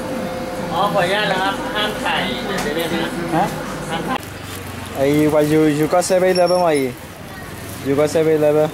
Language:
S'gaw Karen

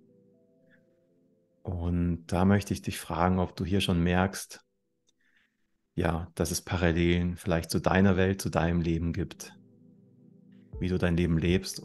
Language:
German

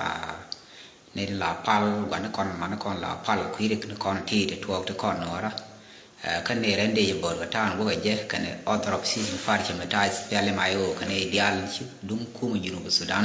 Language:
Nuer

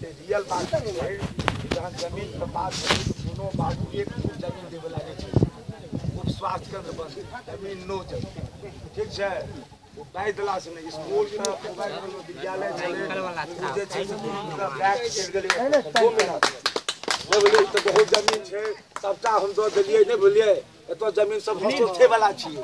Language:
Maithili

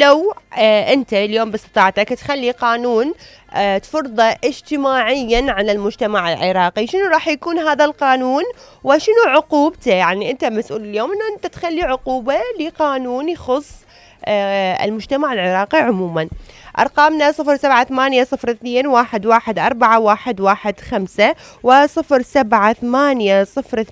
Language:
Mesopotamian Arabic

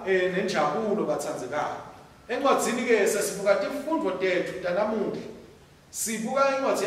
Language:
Swati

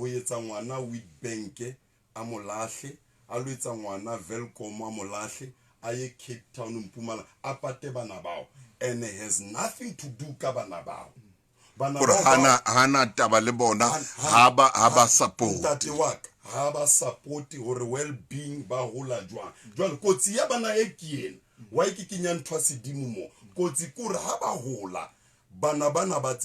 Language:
Southern Sotho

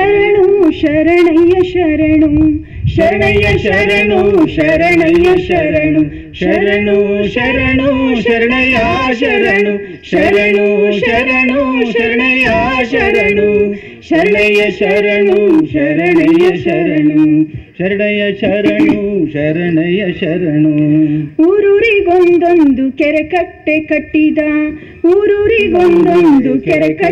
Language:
Kannada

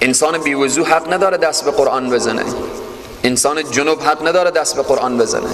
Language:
Persian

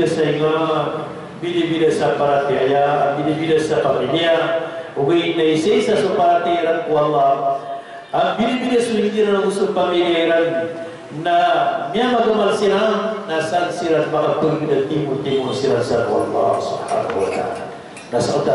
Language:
Maranao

